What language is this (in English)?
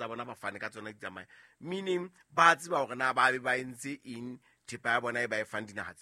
Southern Sotho